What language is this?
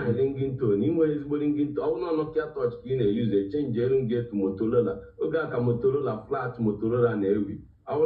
Igbo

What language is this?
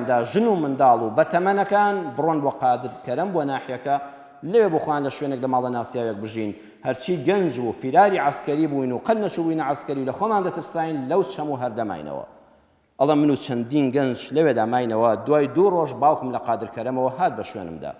Central Kurdish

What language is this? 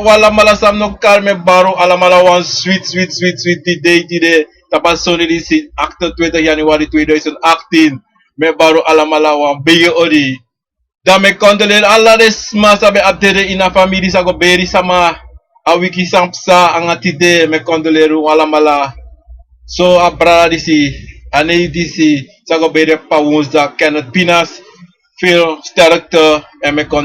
Sranan Tongo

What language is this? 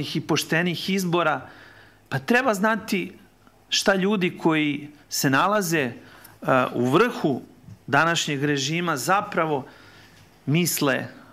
Serbian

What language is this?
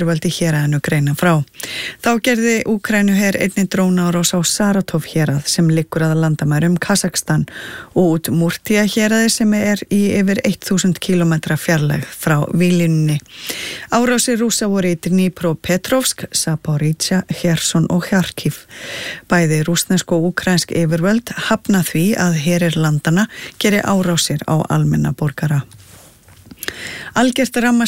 Icelandic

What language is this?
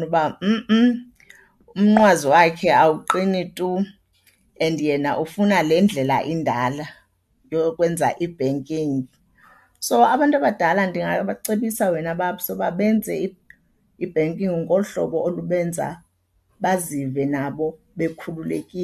Xhosa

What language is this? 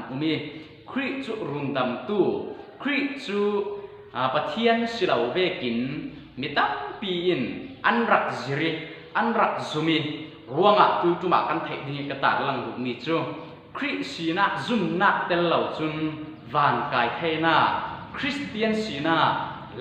Falam Chin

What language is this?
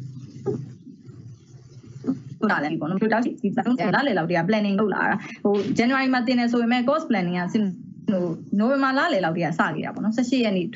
Burmese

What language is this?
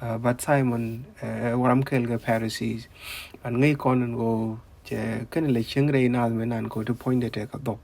Nuer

